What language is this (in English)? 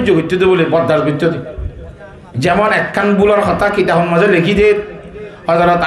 Rohingya